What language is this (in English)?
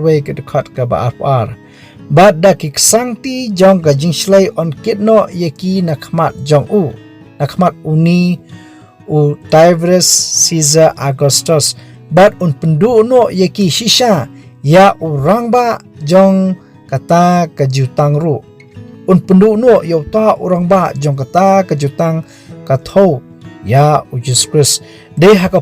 Khasi